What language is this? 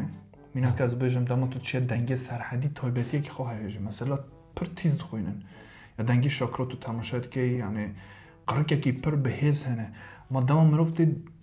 Kurdish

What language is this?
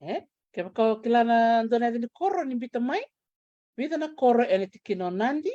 Fijian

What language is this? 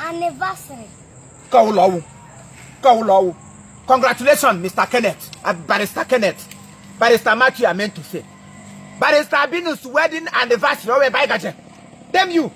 Igbo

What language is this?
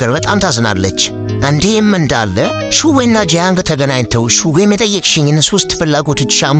Amharic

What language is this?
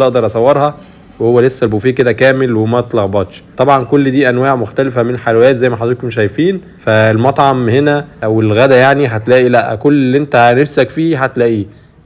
Egyptian Arabic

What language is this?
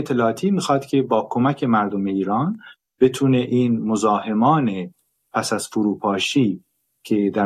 Persian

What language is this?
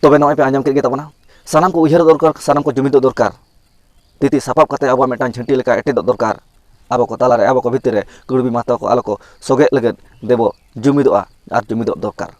Santali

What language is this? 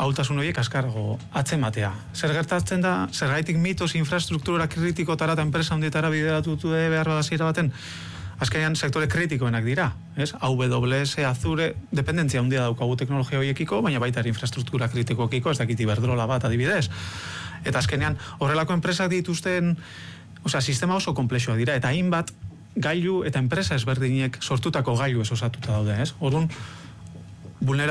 Basque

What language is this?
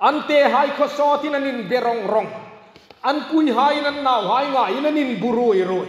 Hmar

